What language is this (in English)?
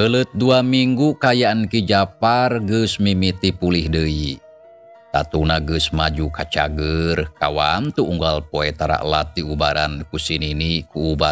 Sundanese